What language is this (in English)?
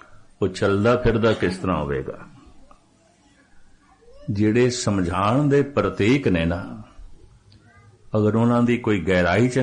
Punjabi